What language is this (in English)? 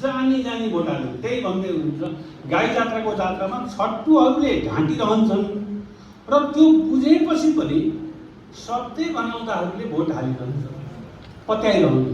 Nepali